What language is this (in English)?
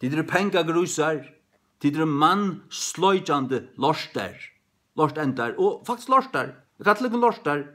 Faroese